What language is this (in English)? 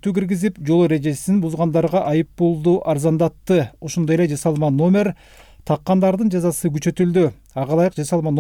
Kyrgyz